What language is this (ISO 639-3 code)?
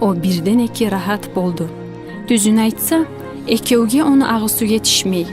kum